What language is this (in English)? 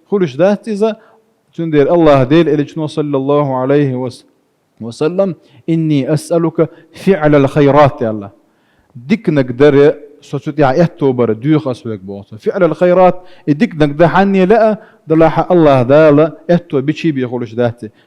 Chechen